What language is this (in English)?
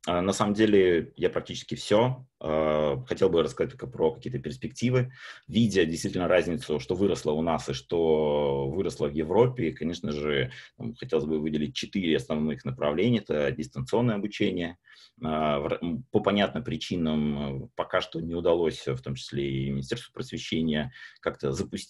Russian